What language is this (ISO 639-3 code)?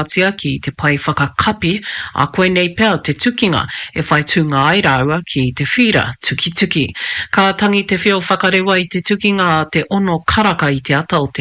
mri